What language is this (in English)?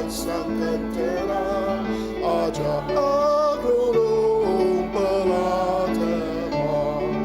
Ao Naga